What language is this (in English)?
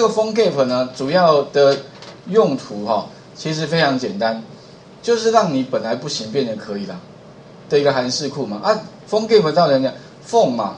Chinese